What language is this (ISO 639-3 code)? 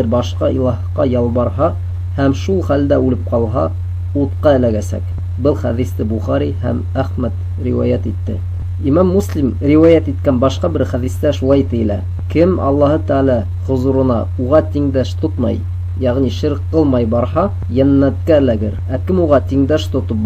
bak